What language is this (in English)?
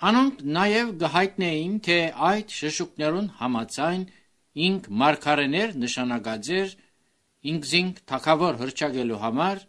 Armenian